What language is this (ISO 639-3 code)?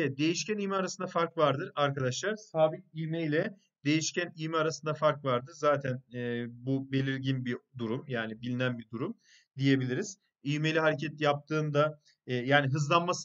tur